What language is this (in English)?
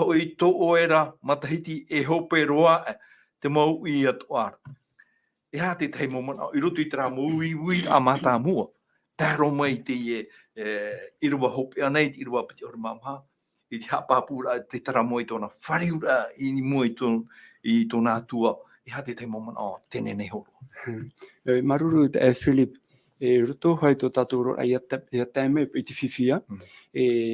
Tahitian